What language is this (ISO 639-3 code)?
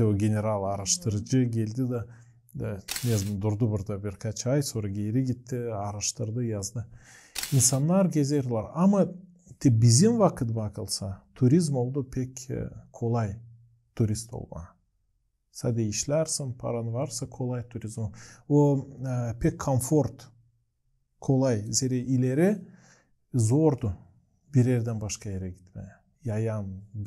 gag